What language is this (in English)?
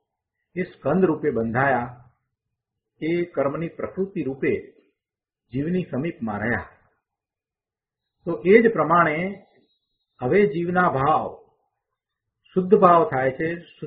Gujarati